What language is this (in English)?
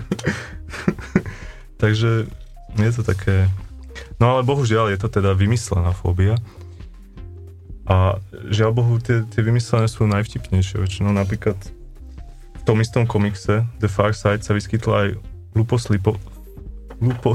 Slovak